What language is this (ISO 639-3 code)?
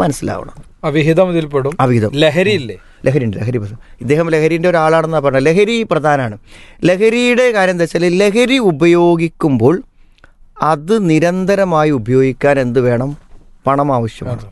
mal